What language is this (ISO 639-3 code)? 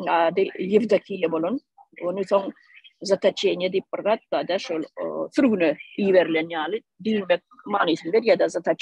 tuk